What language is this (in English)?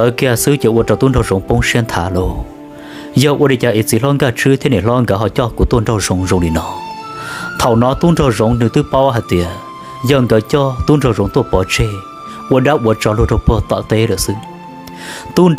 Hmong